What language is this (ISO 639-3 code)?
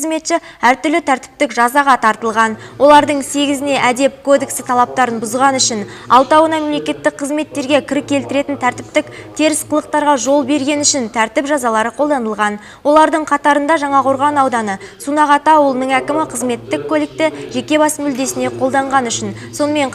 kaz